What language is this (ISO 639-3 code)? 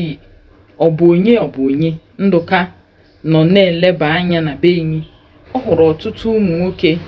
ibo